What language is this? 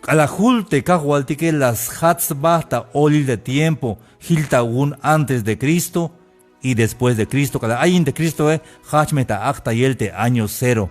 Tzeltal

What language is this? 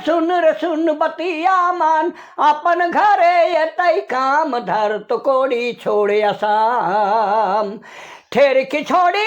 Sadri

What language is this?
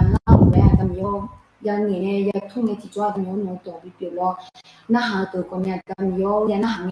Akha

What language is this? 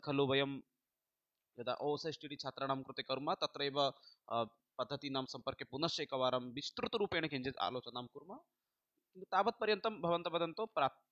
Sanskrit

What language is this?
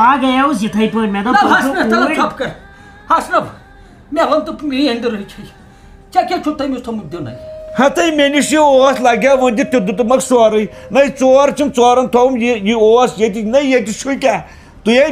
Kashmiri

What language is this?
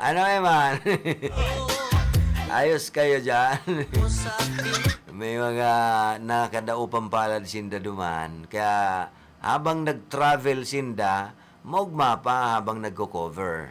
Bikol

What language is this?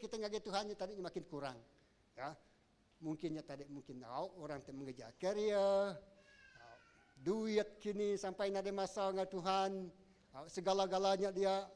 Iban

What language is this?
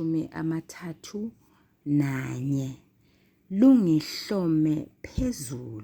Zulu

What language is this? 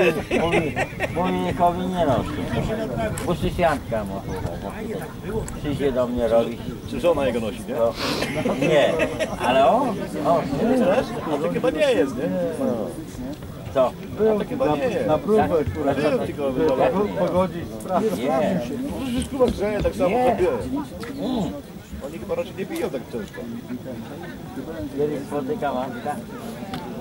Polish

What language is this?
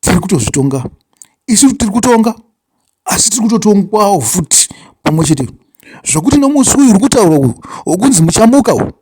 Shona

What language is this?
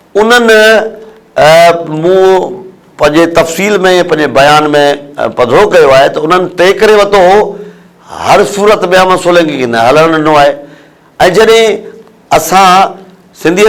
Sindhi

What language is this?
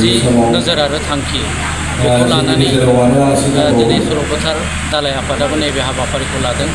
Bodo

